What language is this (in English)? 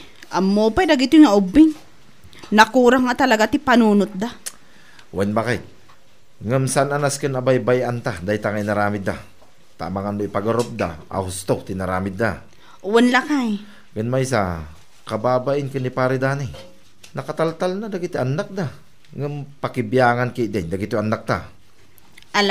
Iloko